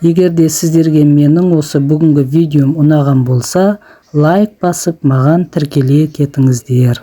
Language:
Kazakh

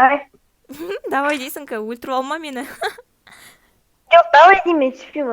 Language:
Kazakh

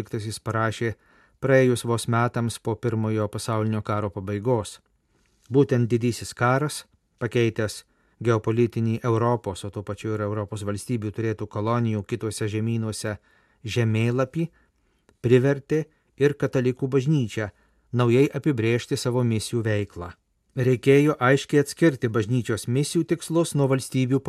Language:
Lithuanian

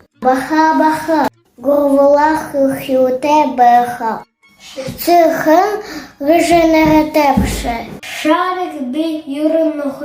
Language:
Buriat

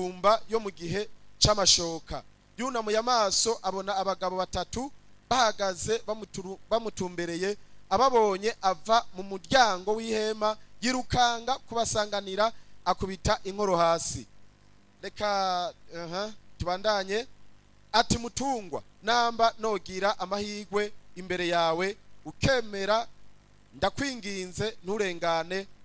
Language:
Rundi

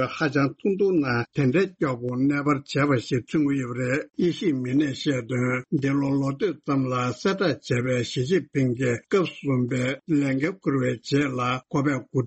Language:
Tibetan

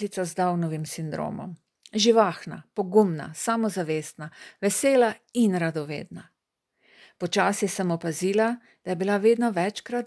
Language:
Slovenian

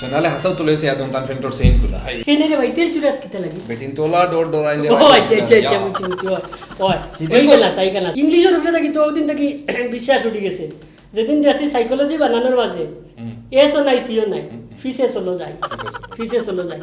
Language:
Sylheti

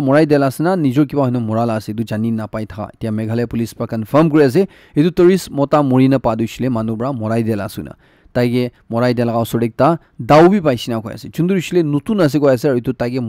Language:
Naga Pidgin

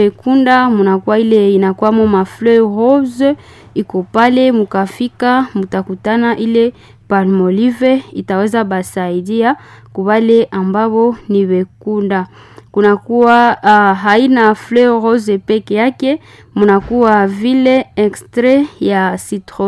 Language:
Swahili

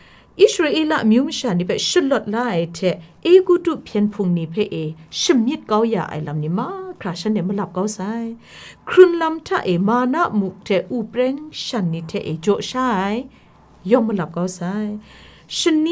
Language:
Kachin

